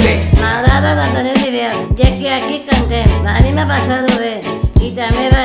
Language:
Catalan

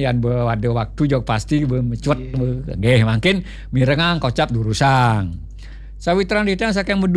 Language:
Balinese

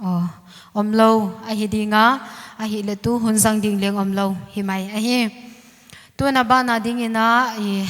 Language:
Paite Chin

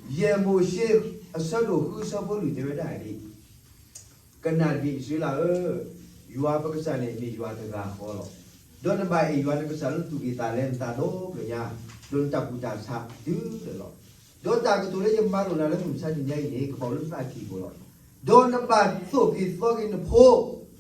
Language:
S'gaw Karen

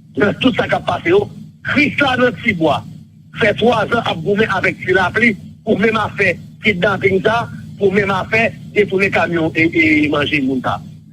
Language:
Haitian Creole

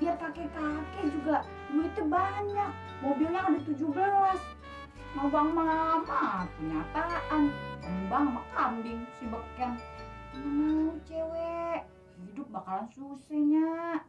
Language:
Betawi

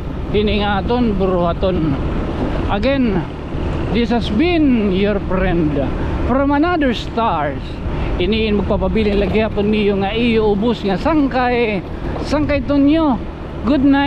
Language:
Waray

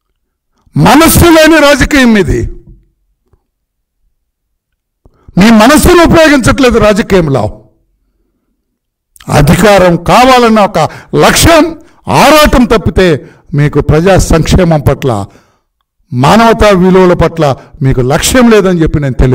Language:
Telugu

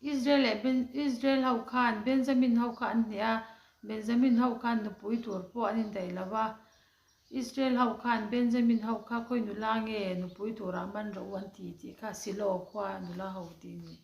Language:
Mizo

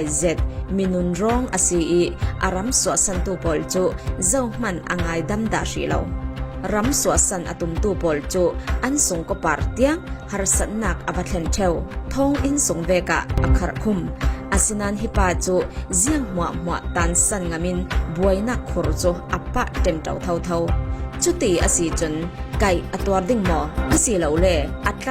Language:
Falam Chin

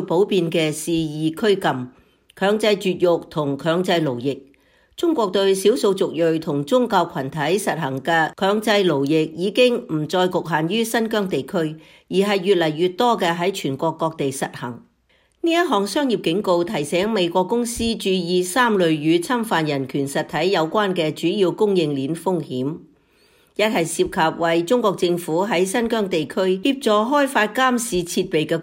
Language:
Cantonese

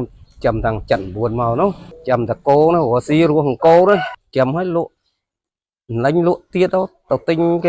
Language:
Khmer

